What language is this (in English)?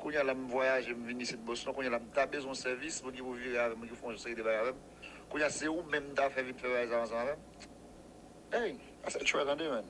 Haitian Creole